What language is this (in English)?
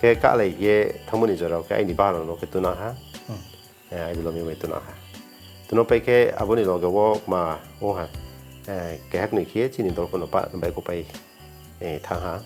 Riang (India)